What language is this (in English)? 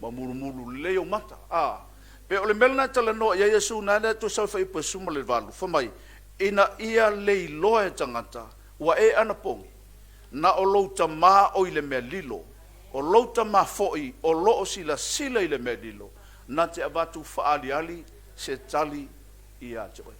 Samoan